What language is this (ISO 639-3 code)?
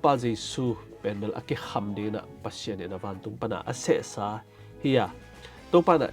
ctd